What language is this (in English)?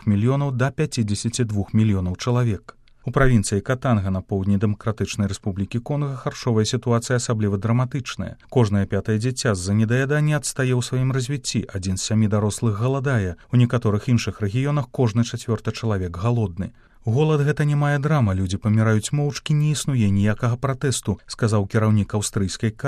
Belarusian